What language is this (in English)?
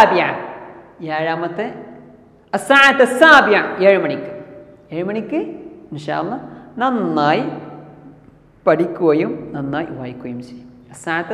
Malayalam